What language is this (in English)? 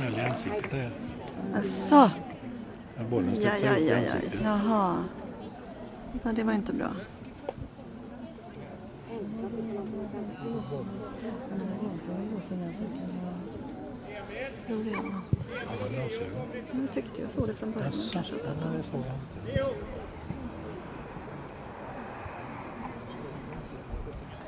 Swedish